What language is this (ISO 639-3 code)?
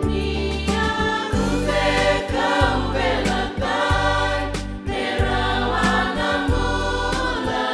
fij